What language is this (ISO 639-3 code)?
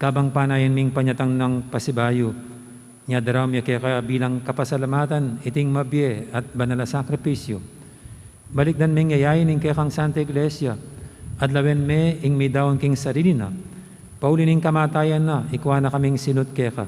pam